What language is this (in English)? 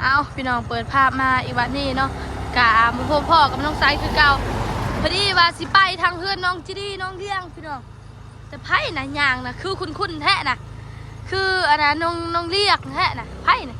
Northeastern Thai